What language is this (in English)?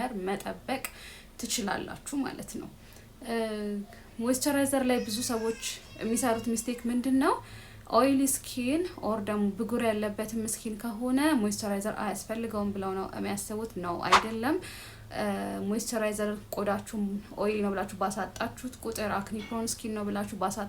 Amharic